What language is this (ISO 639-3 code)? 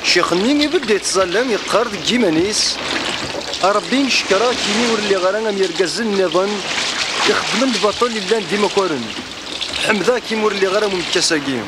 kab